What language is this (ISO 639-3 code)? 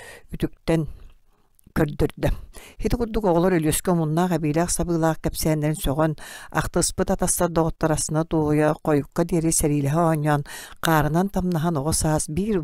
sah